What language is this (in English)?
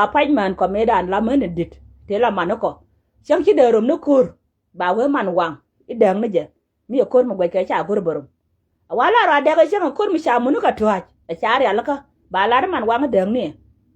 Nuer